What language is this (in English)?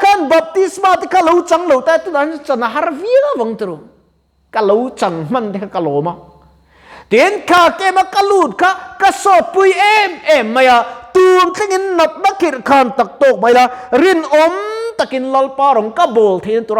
Mizo